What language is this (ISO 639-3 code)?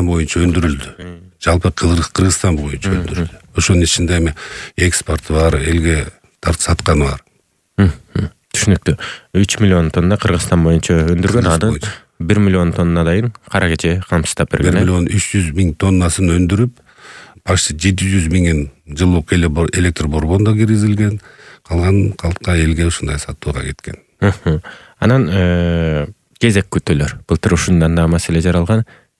kir